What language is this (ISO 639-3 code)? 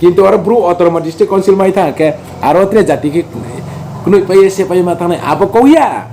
ria